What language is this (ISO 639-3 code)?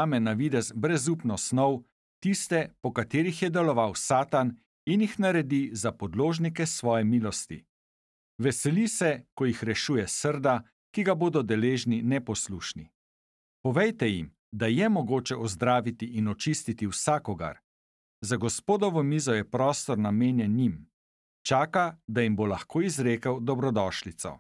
slv